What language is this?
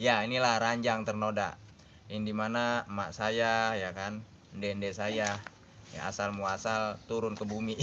Betawi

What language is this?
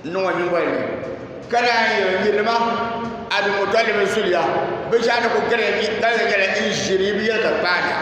Dagbani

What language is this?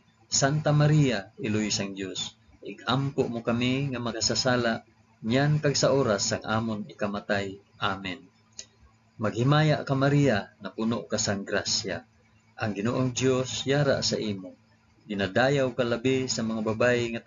Hiligaynon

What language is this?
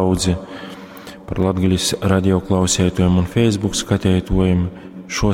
Latgalian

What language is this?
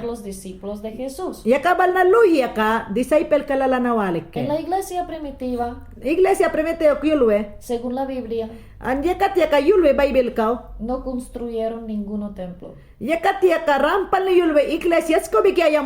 Mayangna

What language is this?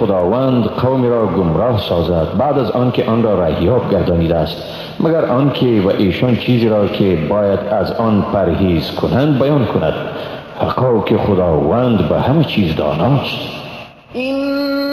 Persian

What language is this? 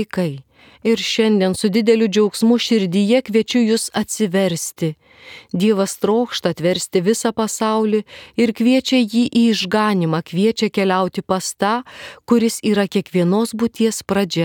Lithuanian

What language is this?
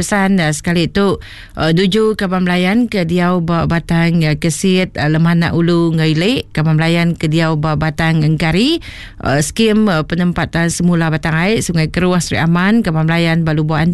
Iban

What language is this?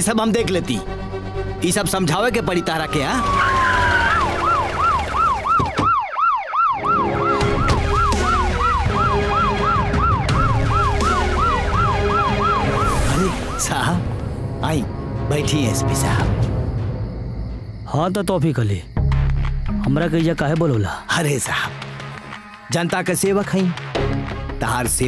Bhojpuri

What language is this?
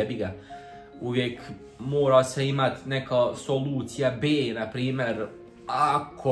Croatian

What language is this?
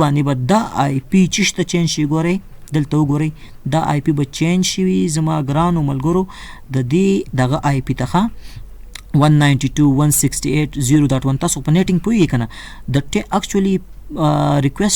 Pashto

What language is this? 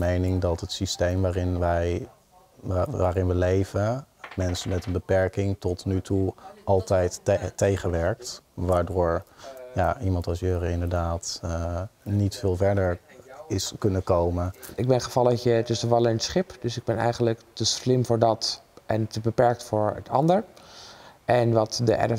Dutch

